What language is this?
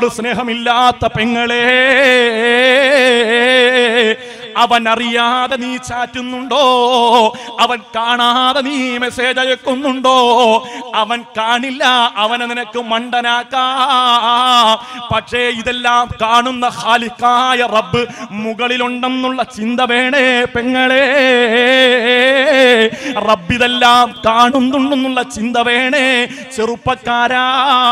Malayalam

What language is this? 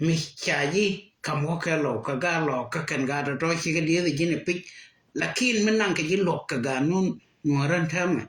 Nuer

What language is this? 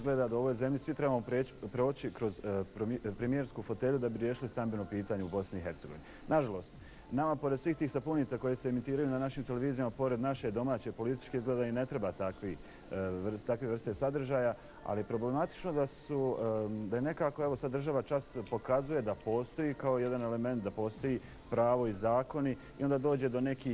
Bosnian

